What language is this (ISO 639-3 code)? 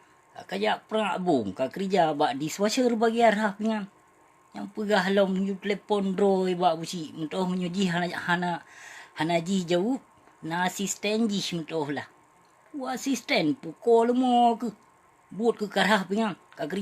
ace